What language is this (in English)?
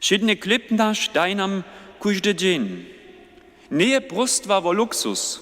Upper Sorbian